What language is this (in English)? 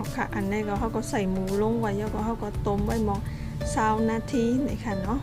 Shan